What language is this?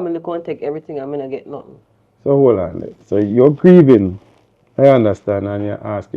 Jamaican Creole English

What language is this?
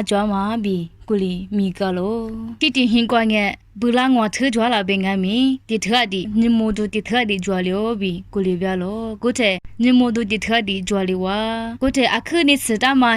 Lisu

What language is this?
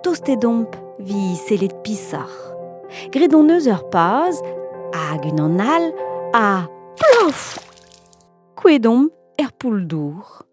Breton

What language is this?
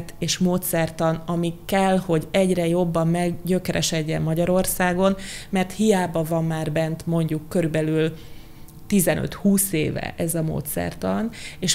Hungarian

